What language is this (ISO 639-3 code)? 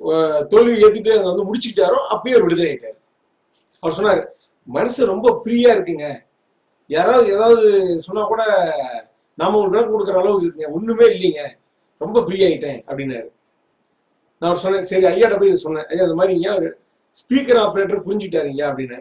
tam